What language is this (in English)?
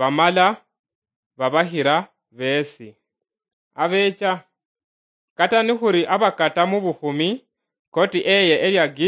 Luyia